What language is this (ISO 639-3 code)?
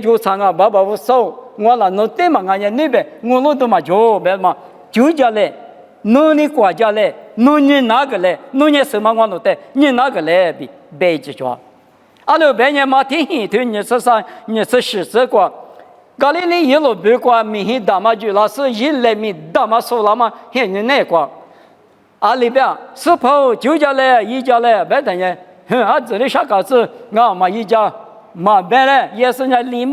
lis